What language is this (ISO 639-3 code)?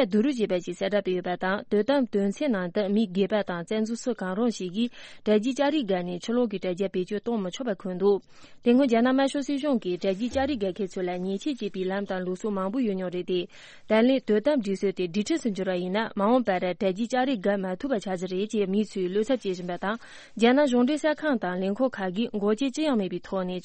bod